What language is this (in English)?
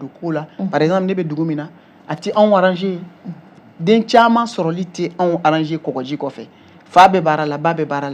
Bambara